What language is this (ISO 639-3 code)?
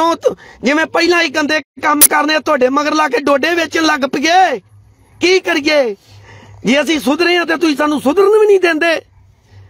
pan